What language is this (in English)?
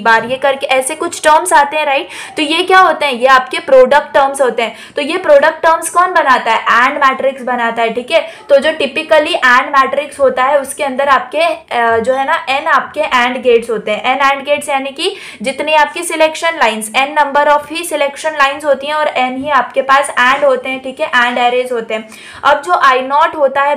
Hindi